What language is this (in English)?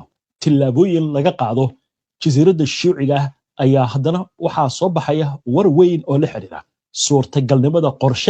Somali